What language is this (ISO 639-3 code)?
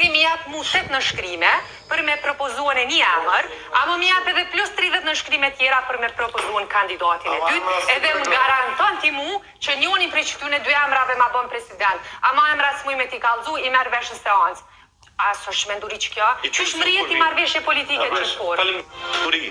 sqi